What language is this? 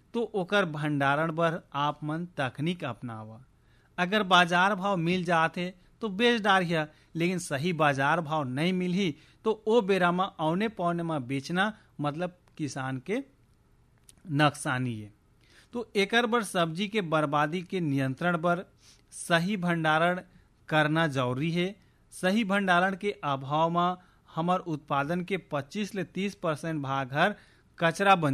Chhattisgarhi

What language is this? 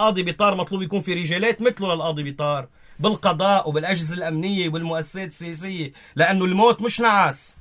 North Levantine Arabic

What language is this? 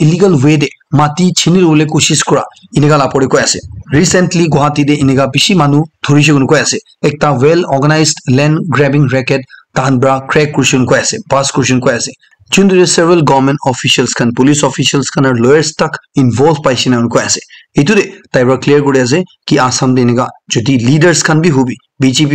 Naga Pidgin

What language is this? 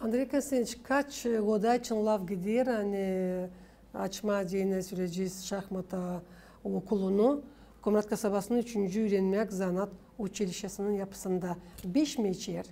Gagauz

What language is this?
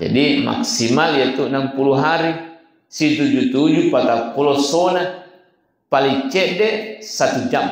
Buginese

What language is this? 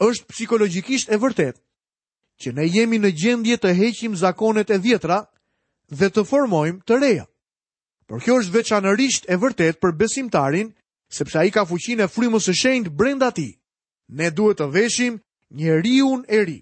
Albanian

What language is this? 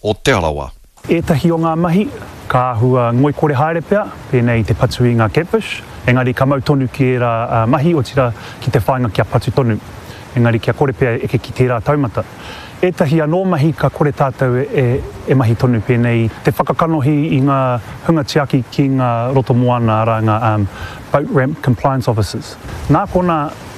Māori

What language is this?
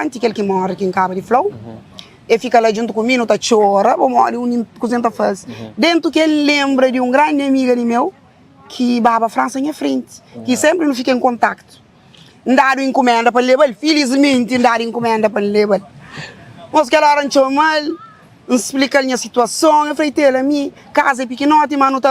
Kabuverdianu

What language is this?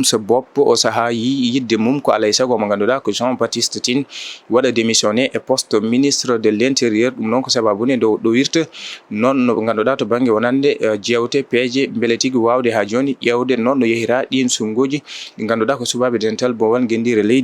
Fula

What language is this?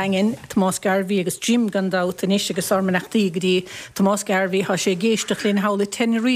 Irish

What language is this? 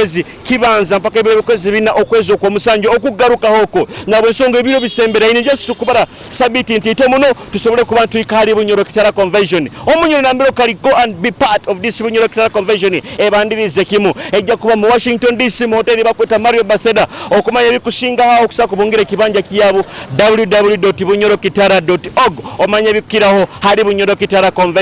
Nyoro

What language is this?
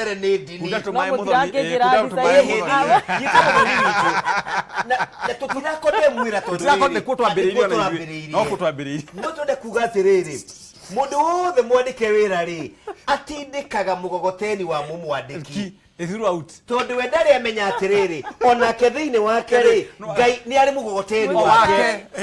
Kikuyu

